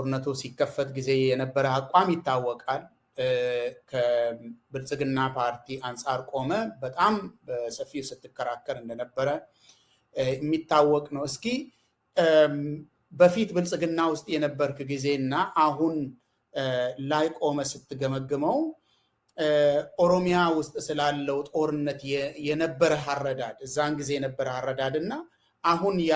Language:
Amharic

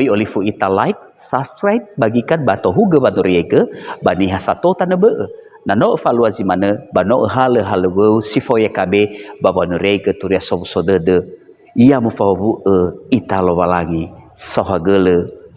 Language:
Nias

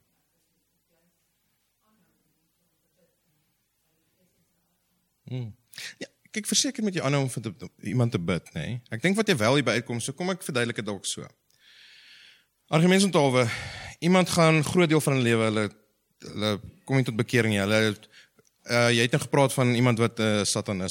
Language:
Afrikaans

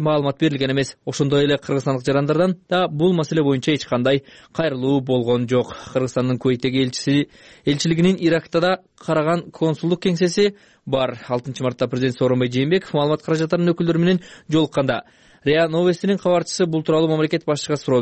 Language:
Kyrgyz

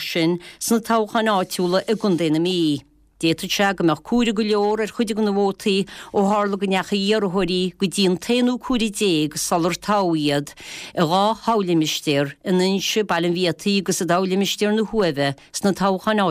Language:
Irish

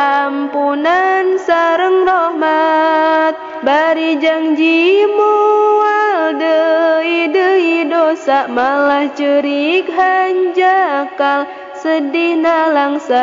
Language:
Sundanese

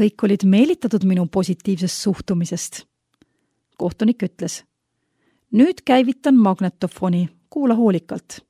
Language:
Estonian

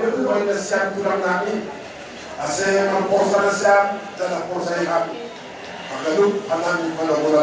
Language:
Batak Simalungun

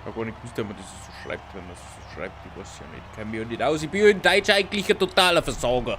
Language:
Bavarian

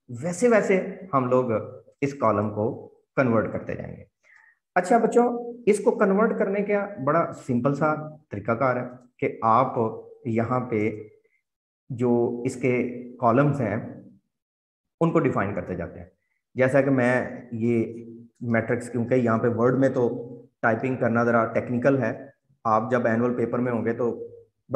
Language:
Hindi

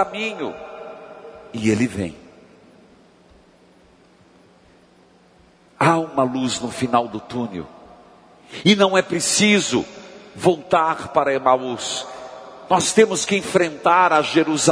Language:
Portuguese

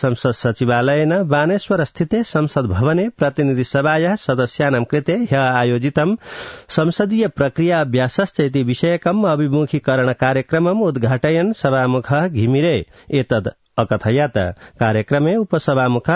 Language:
Sanskrit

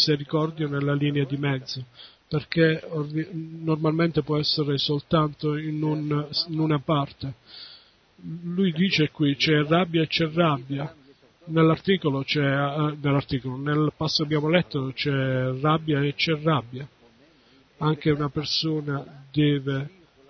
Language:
Italian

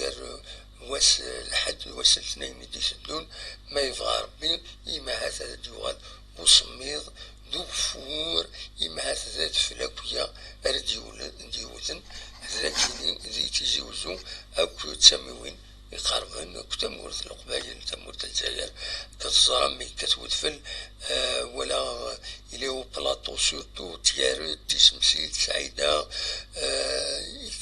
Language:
Kabyle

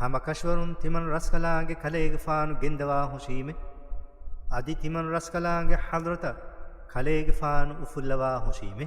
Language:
Divehi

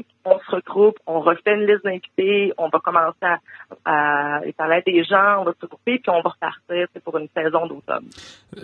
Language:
French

